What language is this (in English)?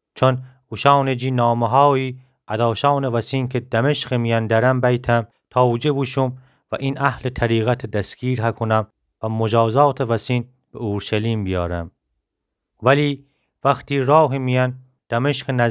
Gilaki